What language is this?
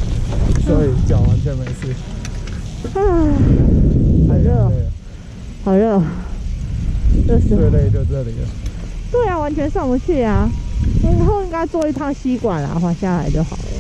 Chinese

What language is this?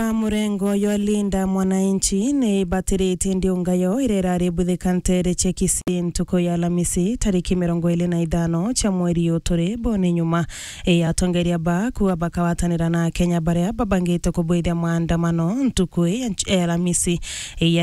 Meru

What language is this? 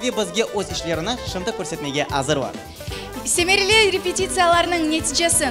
Crimean Tatar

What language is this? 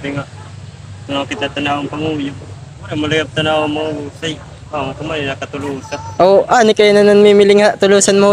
Waray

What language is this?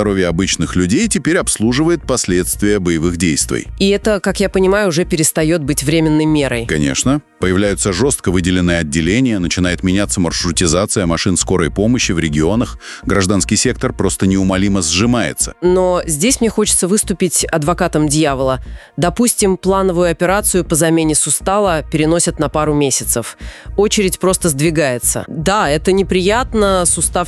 Russian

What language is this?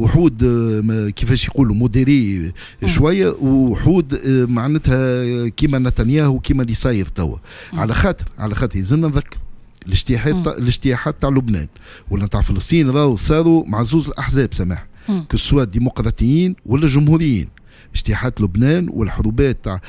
Tunisian Arabic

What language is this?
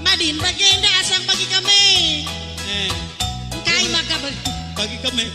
Batak Karo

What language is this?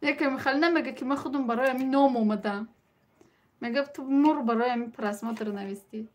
Tajik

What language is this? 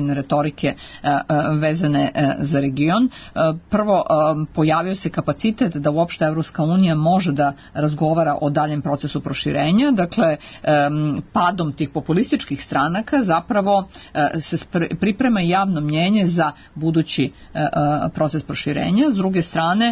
Serbian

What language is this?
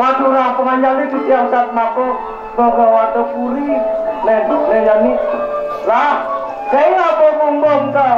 Balinese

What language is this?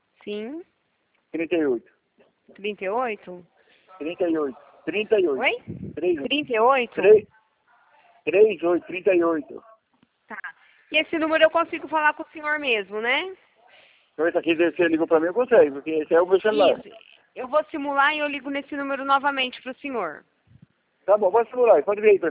Portuguese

